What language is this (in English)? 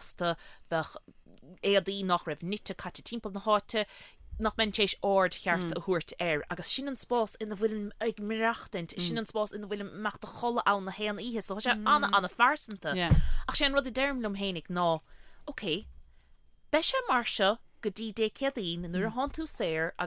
Irish